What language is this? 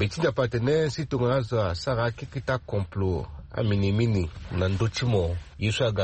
Sango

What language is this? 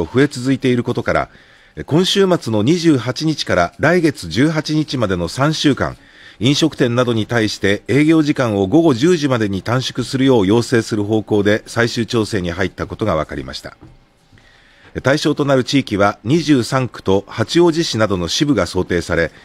Japanese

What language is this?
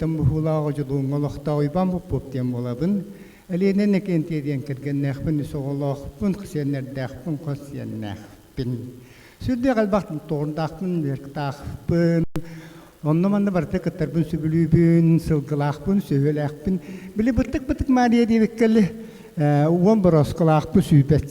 Yakut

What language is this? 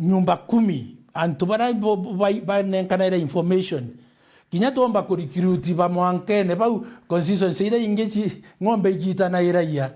Meru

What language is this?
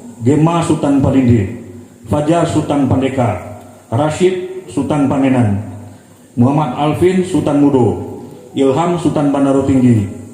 Minangkabau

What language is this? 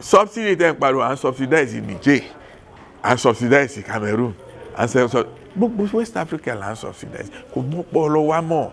Yoruba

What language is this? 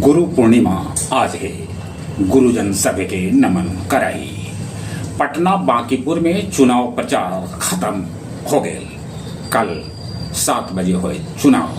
Magahi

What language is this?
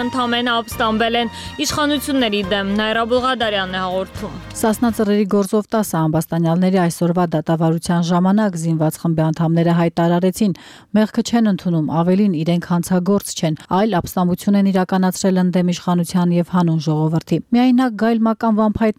Armenian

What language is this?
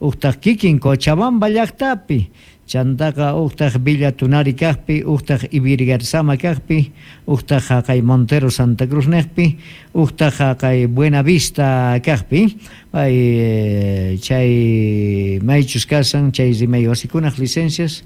South Bolivian Quechua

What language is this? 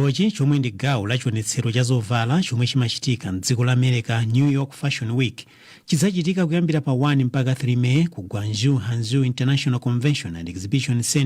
Nyanja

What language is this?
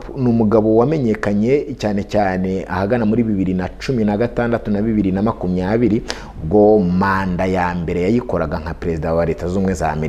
Kinyarwanda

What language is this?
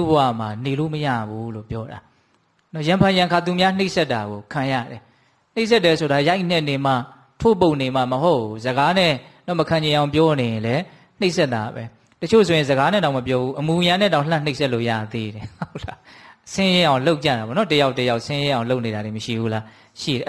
Burmese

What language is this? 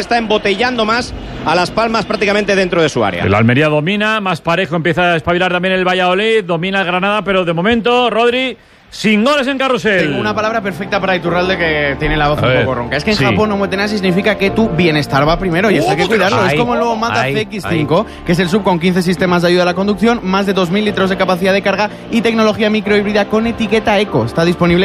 Spanish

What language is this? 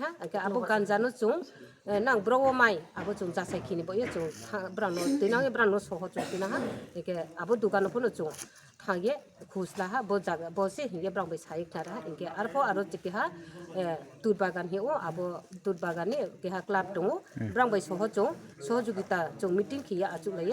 Riang (India)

